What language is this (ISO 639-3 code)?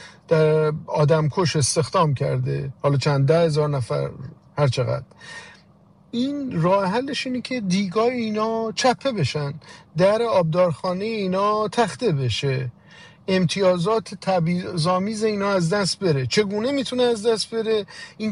fas